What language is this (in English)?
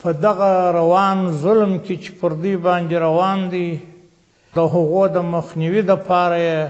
Pashto